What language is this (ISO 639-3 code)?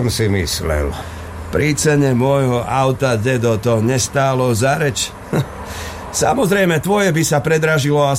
slk